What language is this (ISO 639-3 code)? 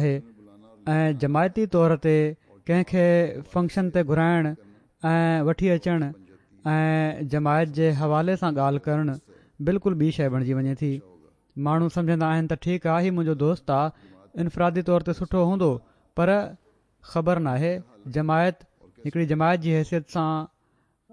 snd